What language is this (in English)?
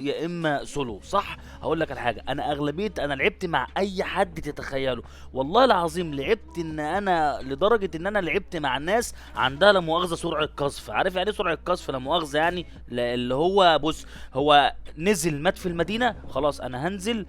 Egyptian Arabic